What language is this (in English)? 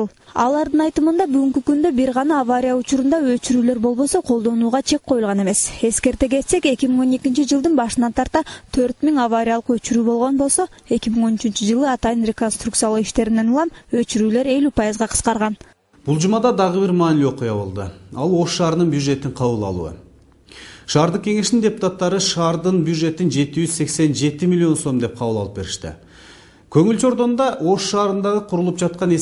Kyrgyz